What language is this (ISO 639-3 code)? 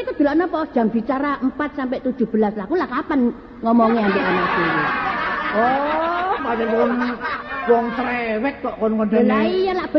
jav